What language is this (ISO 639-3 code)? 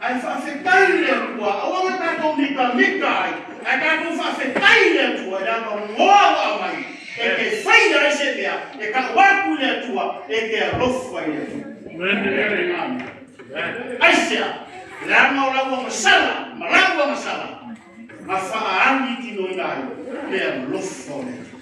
smo